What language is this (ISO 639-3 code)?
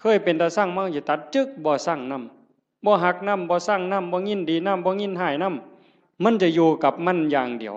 tts